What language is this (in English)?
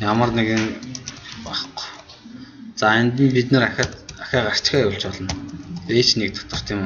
Mongolian